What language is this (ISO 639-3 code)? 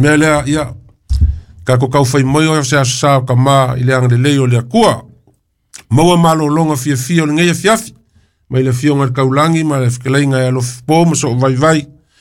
smo